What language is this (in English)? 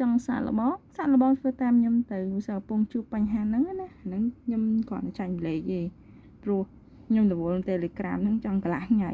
Khmer